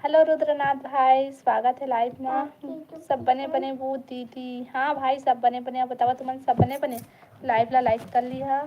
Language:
Chhattisgarhi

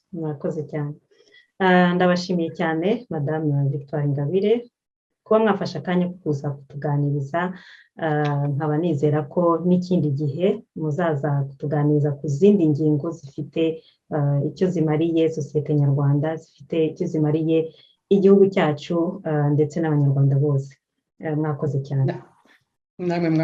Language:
Kinyarwanda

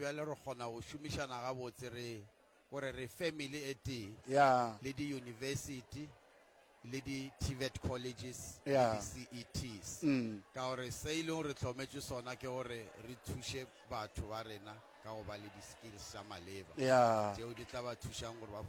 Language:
Northern Sotho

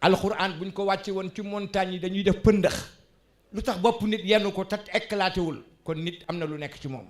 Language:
Wolof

